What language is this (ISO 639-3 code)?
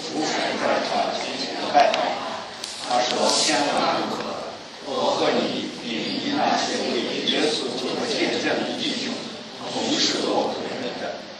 zho